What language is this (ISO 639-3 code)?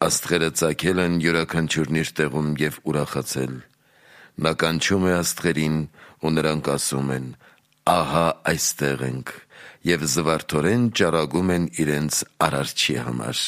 hye